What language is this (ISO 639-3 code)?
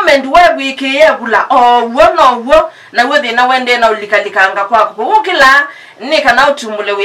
kam